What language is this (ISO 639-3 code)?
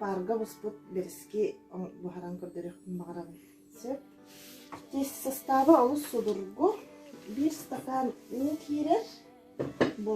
sah